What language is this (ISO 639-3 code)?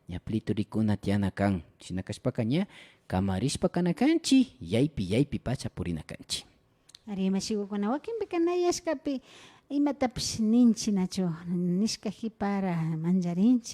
qvi